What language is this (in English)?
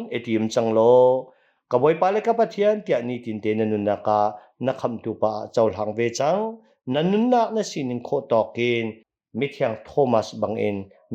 Hakha Chin